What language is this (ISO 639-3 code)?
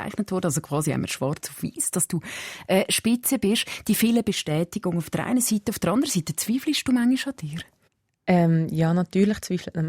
gsw